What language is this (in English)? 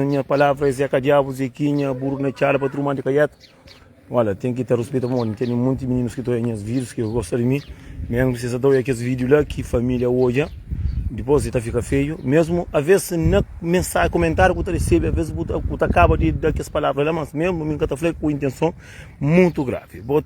Kabuverdianu